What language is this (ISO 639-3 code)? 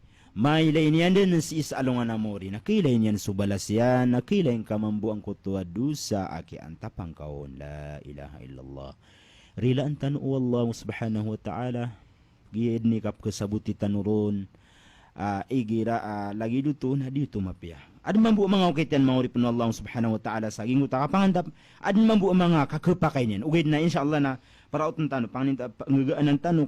mrw